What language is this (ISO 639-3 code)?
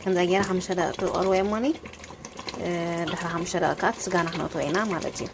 tir